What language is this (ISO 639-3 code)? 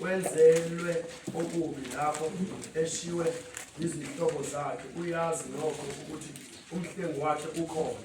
zul